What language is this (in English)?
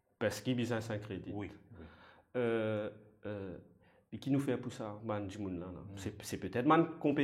Morisyen